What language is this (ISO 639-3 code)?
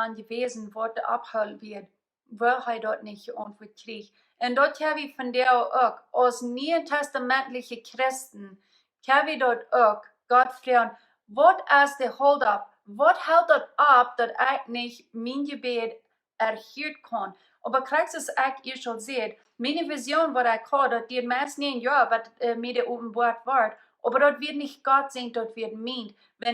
pdt